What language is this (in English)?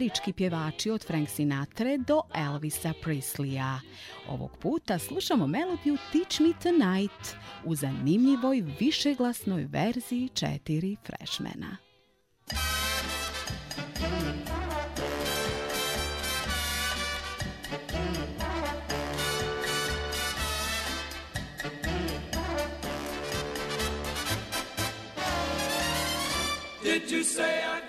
Croatian